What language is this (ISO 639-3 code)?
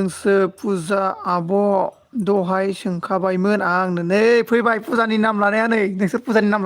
brx